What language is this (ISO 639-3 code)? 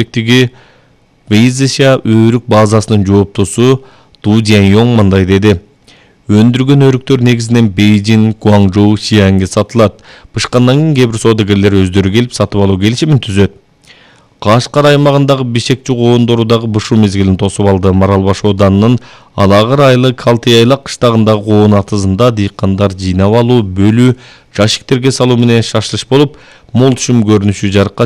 kir